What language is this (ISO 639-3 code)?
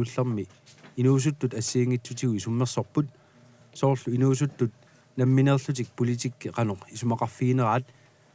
kal